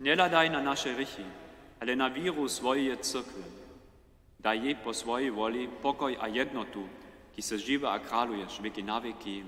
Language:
Upper Sorbian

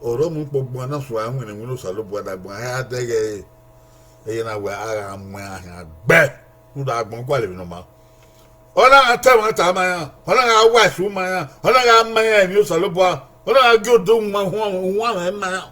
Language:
Bini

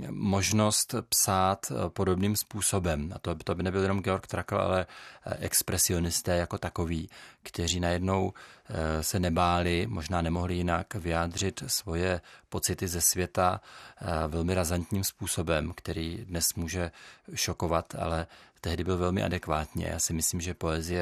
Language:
Czech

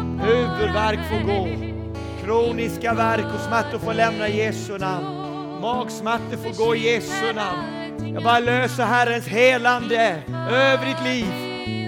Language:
Swedish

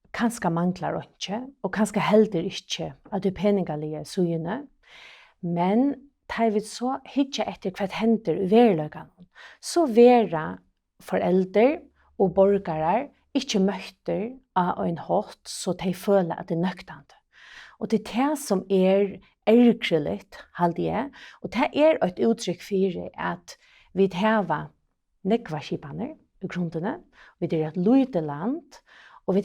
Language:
Faroese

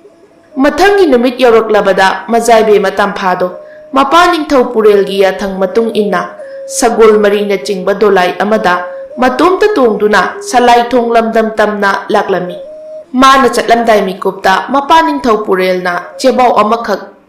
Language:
Manipuri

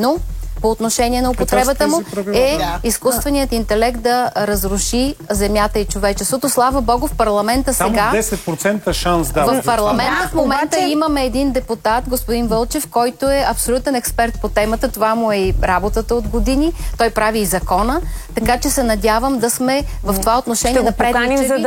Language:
Bulgarian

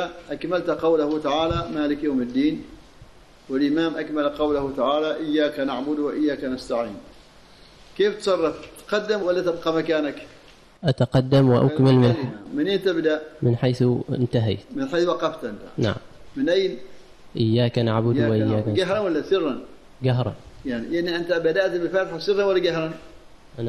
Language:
Arabic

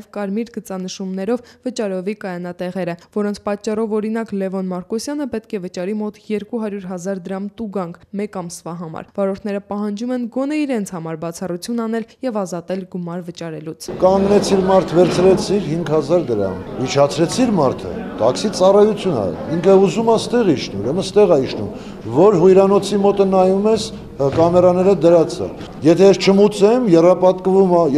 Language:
Armenian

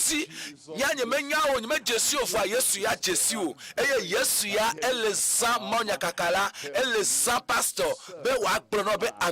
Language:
Ewe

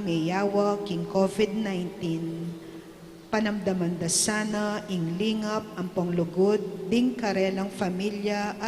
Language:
Pampanga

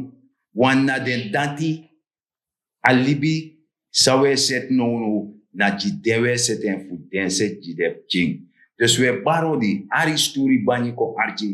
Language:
Sranan Tongo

